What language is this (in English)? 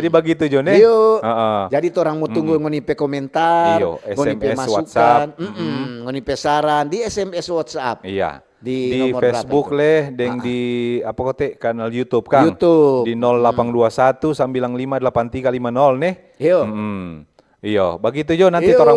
Manado Malay